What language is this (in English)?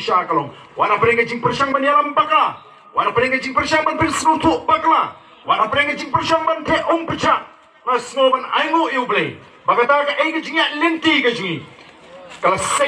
Khasi